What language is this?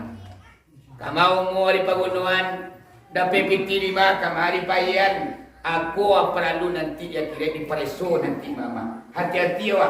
Minangkabau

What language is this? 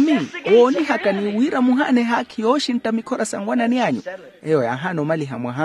Makhuwa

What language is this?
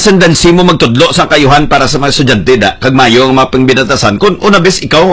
Hiligaynon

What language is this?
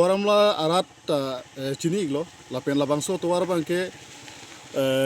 Karbi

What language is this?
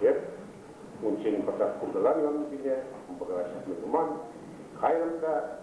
Chuvash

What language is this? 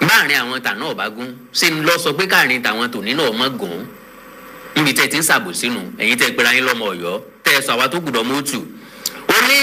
Yoruba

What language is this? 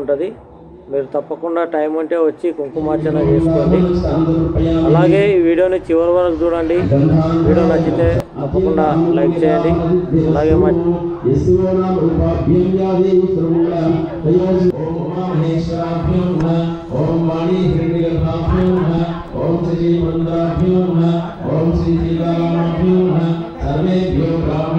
Telugu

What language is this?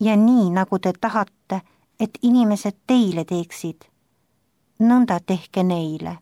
Estonian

